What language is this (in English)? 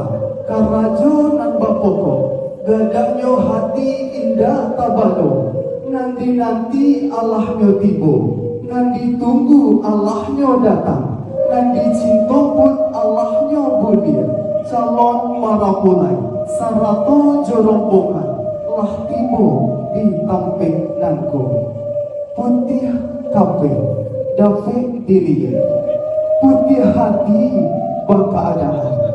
Minangkabau